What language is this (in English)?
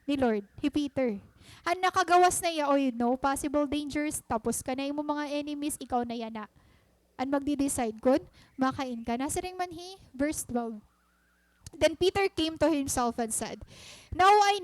Waray